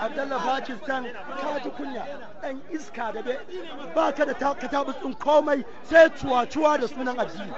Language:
Hausa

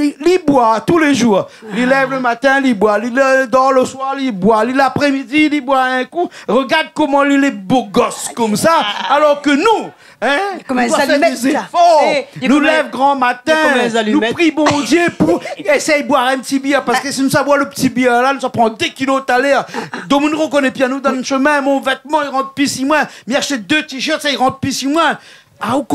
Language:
Réunion Creole French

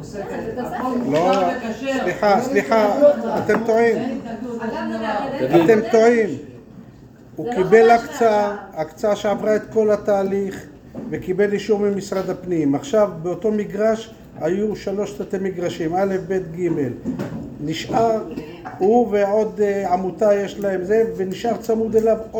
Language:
Hebrew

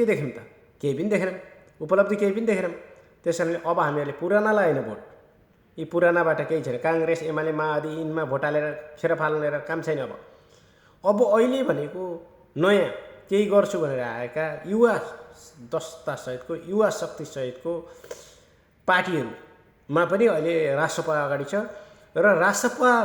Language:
Nepali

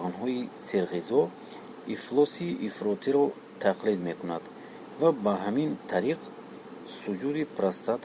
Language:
Tajik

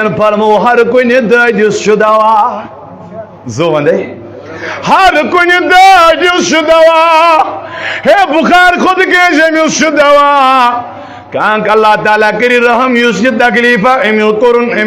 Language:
Kashmiri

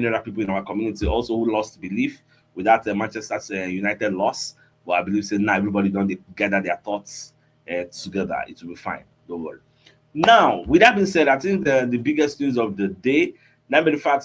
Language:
Nigerian Pidgin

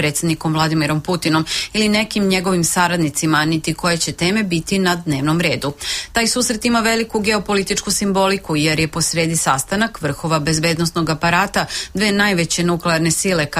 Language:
Serbian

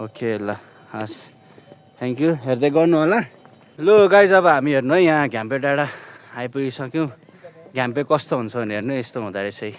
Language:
Nepali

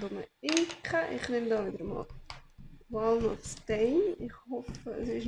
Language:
Swiss German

